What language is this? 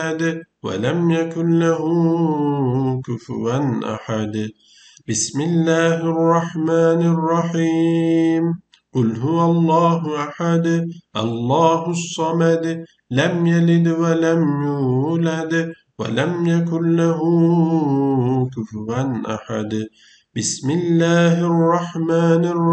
Arabic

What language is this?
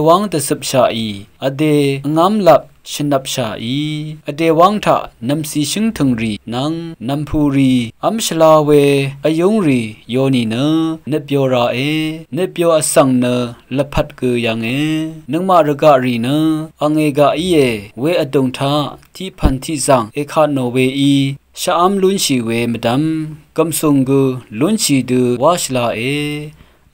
Rawang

